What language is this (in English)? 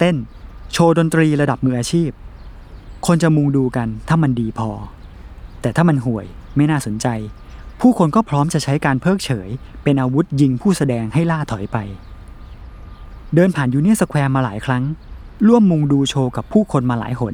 Thai